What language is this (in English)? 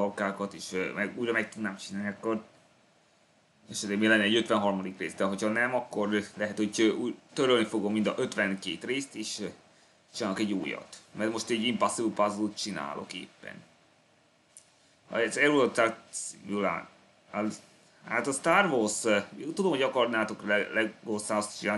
Hungarian